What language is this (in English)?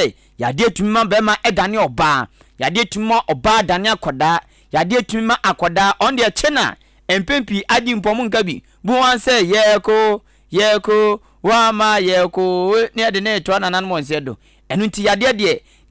Akan